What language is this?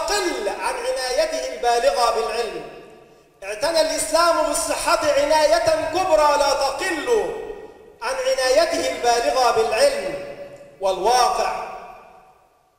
Arabic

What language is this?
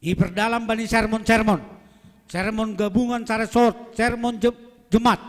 Batak Simalungun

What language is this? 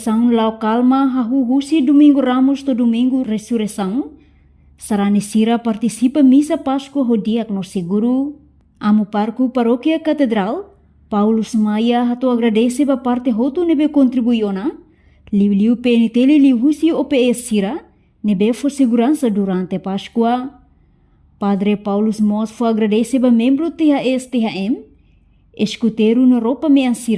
Tetum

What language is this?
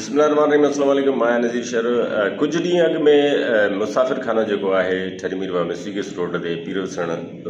Sindhi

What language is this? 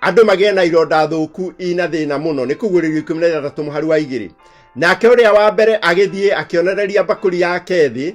Kikuyu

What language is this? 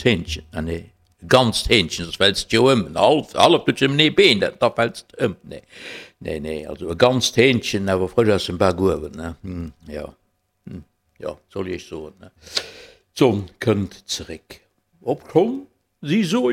Luxembourgish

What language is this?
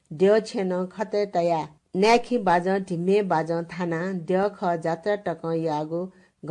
Newari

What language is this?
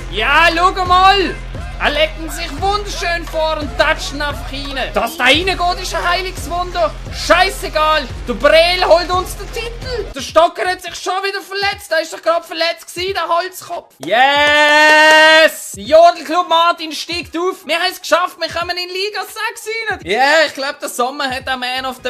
Swiss German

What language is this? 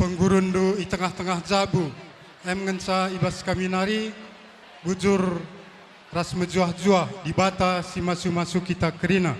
Batak Karo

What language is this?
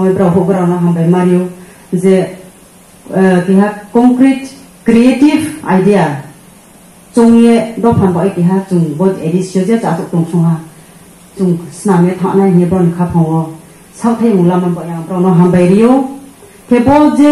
Kok Borok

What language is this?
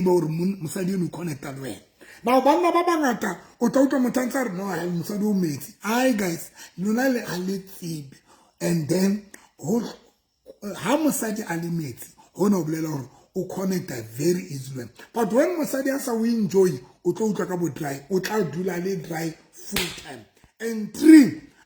Southern Sotho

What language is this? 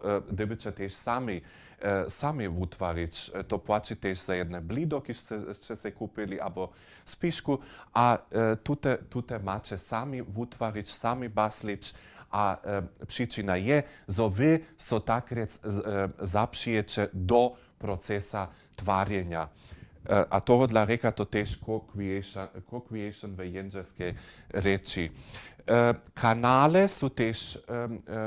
Upper Sorbian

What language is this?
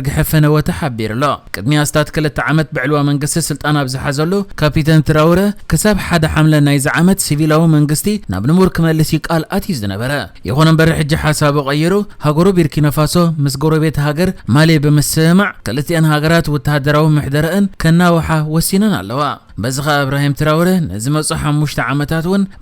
Tigrinya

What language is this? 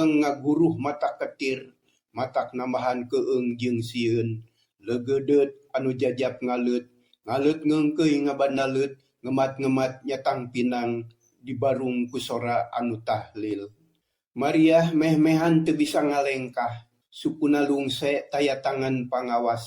Sundanese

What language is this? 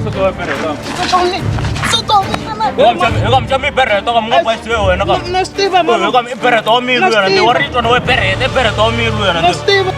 Tsonga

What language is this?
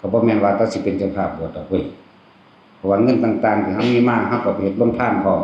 Northeastern Thai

